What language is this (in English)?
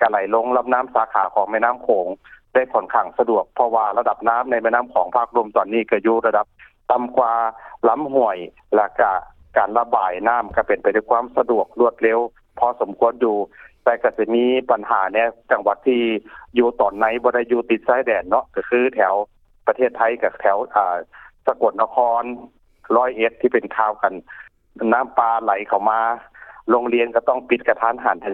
Lao